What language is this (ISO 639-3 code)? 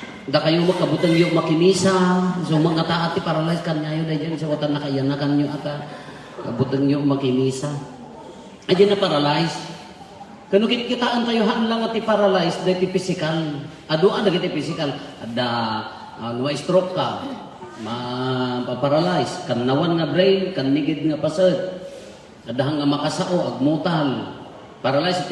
ilo